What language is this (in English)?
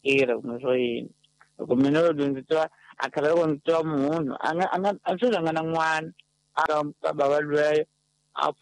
Tsonga